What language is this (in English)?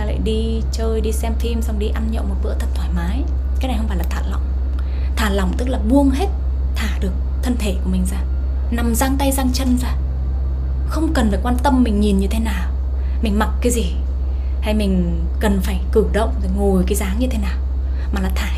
Vietnamese